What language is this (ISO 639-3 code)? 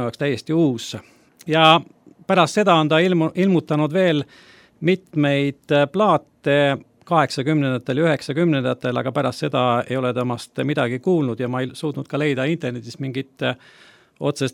est